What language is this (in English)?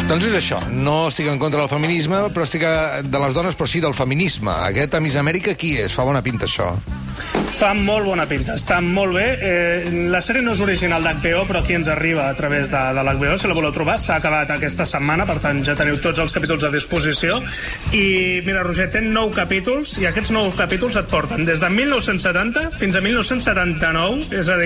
Catalan